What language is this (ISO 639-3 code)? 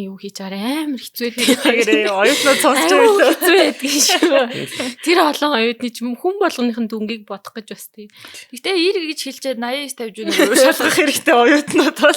mon